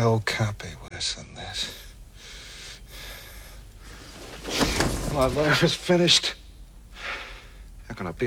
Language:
English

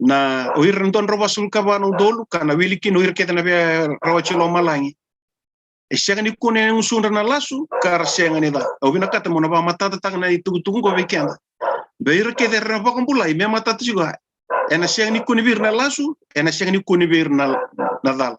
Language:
Fijian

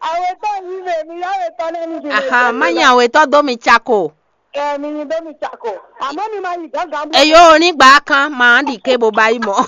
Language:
Fon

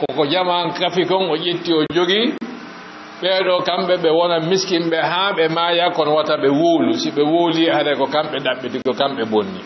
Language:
Fula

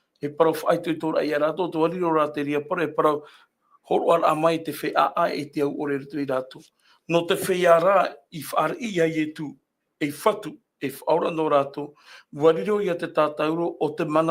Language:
Tahitian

